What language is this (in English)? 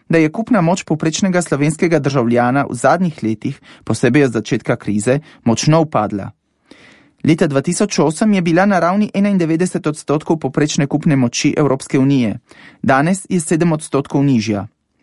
Slovenian